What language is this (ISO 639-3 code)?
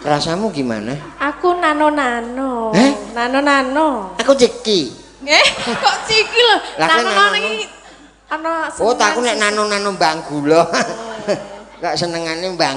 jav